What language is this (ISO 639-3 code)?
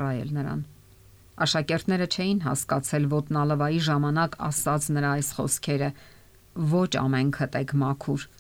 hye